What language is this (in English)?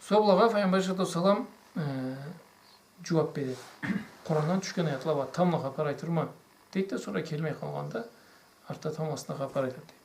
Karachay-Balkar